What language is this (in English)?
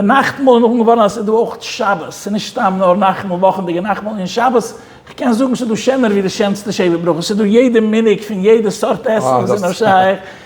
Yiddish